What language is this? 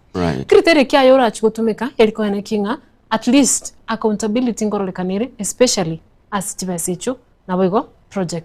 Gusii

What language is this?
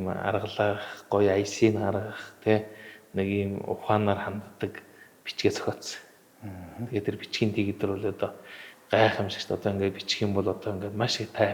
Mongolian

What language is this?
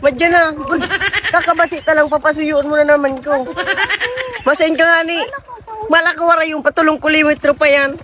Bikol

